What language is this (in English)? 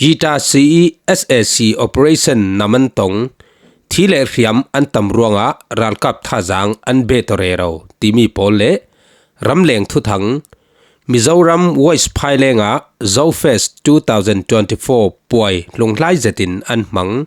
Falam Chin